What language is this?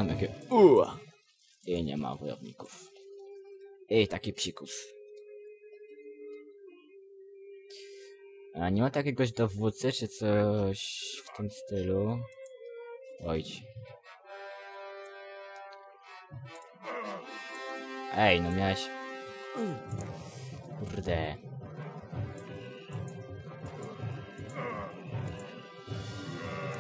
Polish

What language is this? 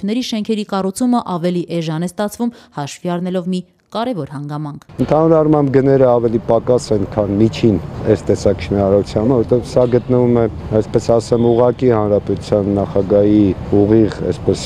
Armenian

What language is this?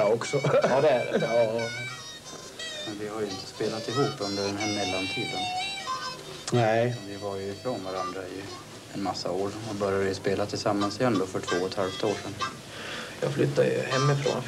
Swedish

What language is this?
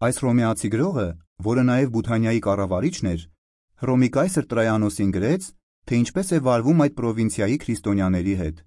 Armenian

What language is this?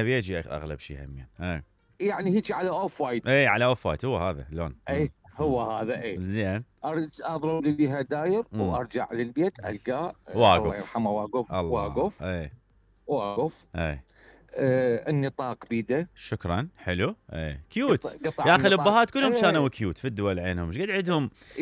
Mesopotamian Arabic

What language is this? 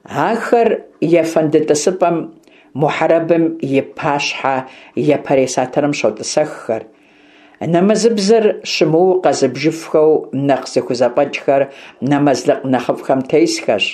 Kabardian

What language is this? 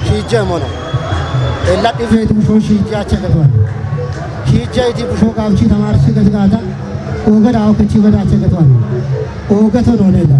Kafa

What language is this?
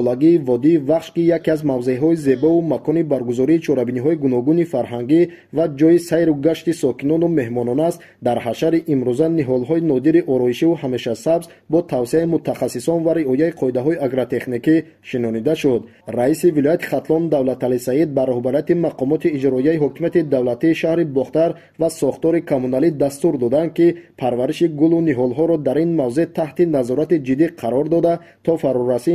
Tajik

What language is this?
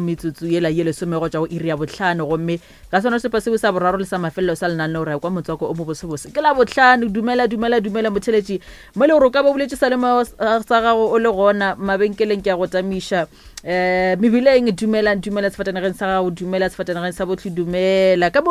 Northern Sotho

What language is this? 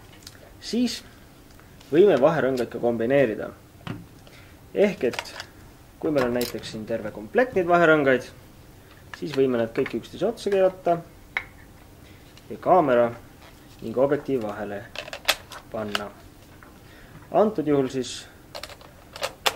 Estonian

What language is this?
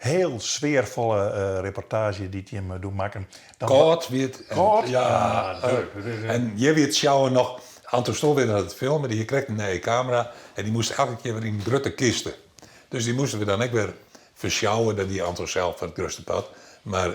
Western Frisian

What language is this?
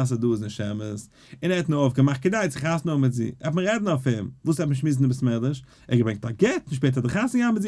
Yiddish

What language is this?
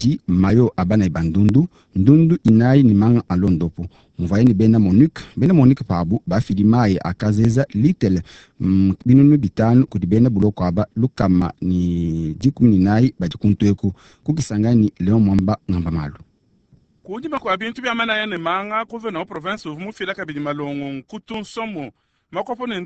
Luba-Lulua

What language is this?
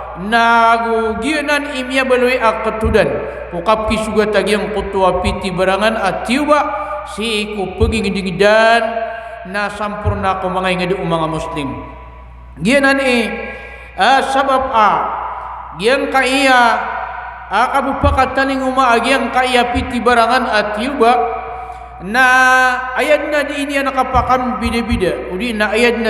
Maranao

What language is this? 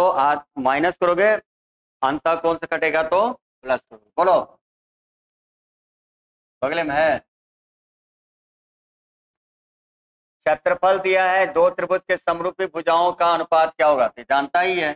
Hindi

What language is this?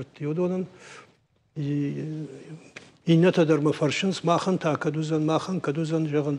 Ossetic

